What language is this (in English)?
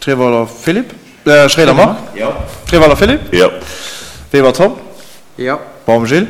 Luxembourgish